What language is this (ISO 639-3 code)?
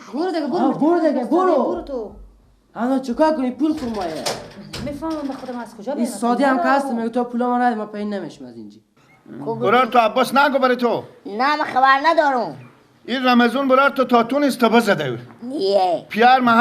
fas